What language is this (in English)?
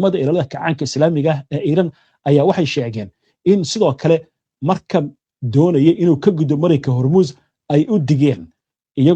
Somali